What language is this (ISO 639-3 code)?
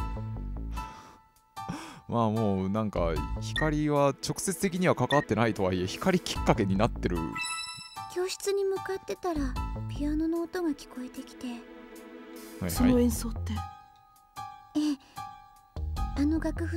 jpn